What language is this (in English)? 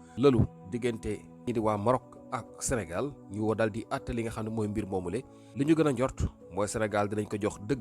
Wolof